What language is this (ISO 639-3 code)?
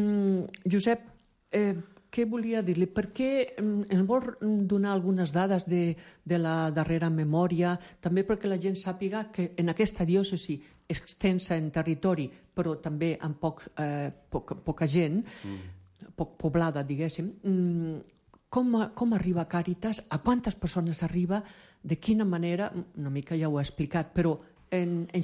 cat